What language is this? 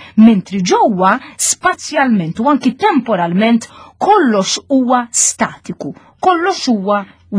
Maltese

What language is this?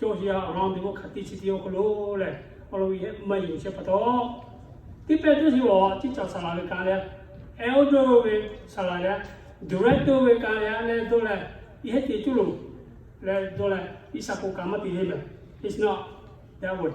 Lahu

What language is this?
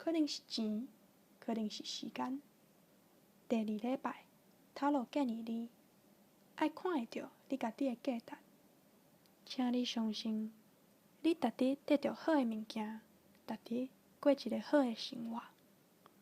Min Nan Chinese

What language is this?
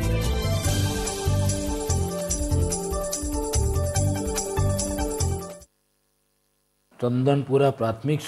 Gujarati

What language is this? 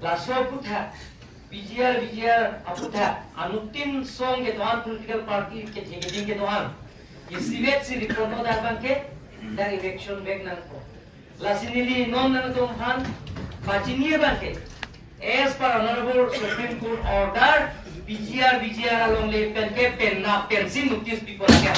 Karbi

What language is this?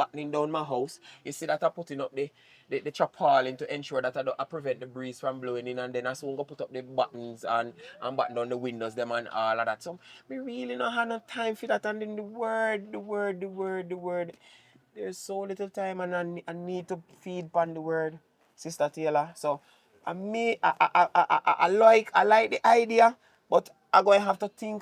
Jamaican Creole English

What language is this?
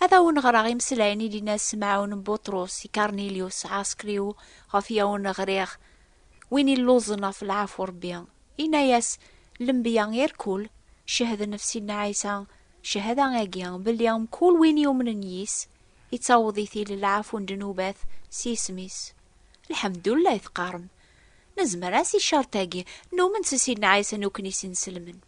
Kabyle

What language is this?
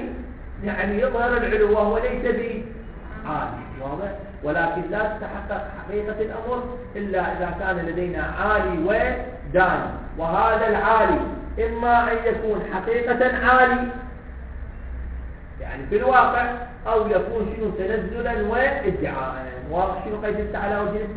Arabic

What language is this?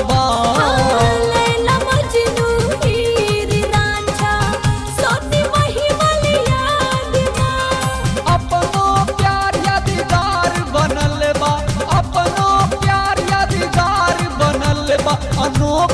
Bhojpuri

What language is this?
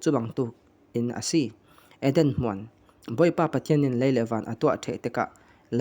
Falam Chin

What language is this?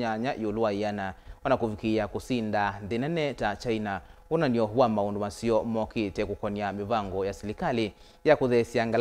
Kamba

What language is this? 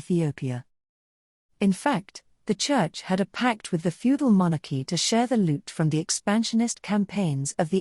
English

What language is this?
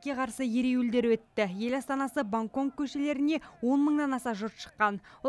Kazakh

